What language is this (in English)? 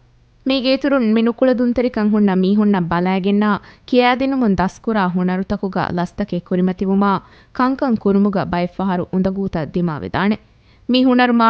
Divehi